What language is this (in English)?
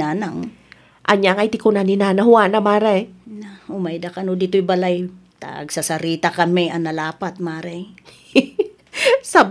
Iloko